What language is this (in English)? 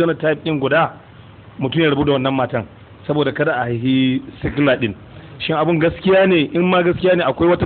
Hausa